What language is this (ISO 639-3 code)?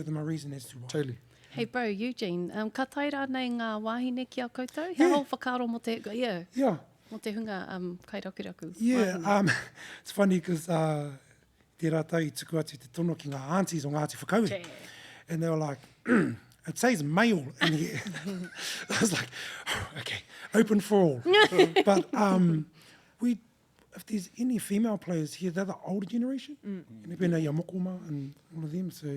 mri